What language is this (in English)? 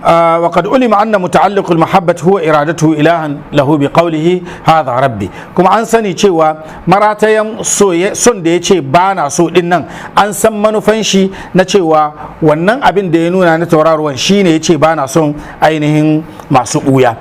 Hausa